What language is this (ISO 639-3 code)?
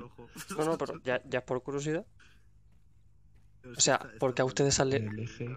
spa